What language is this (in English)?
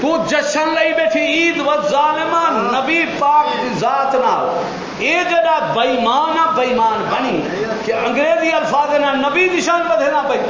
Saraiki